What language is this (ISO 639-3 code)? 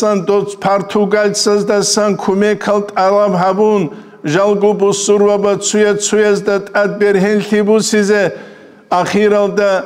ava